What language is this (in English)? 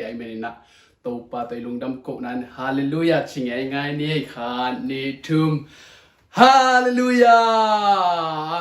Tedim Chin